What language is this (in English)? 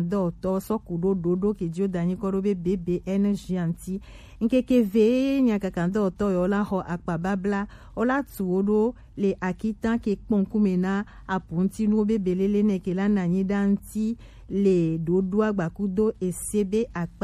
Gen